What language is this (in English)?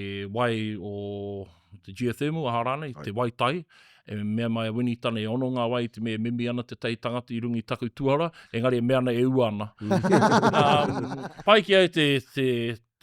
Māori